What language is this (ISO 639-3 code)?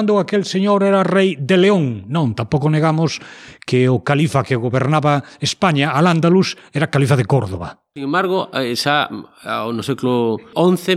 glg